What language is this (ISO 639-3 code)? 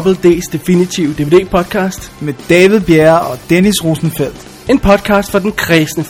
dan